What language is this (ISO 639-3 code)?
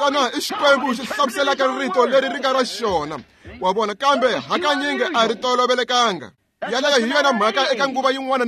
tso